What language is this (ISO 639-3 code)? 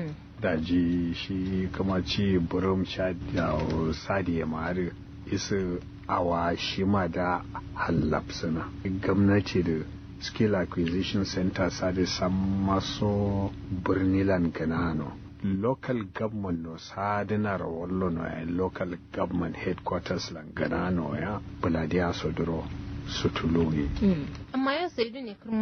kau